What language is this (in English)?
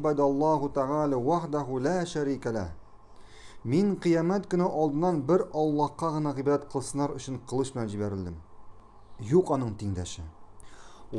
Tatar